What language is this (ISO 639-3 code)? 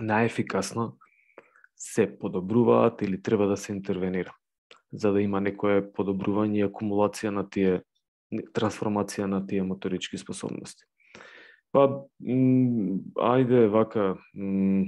mkd